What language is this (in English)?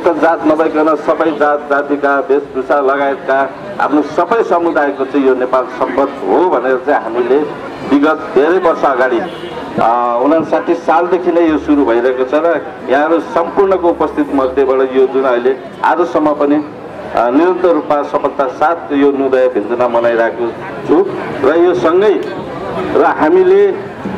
Nepali